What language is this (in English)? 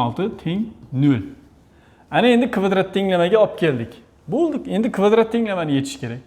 Uzbek